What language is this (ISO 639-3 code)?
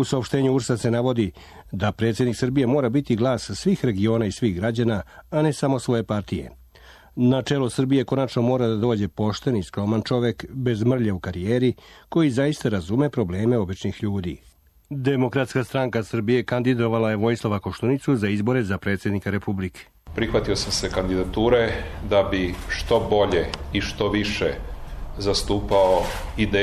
srp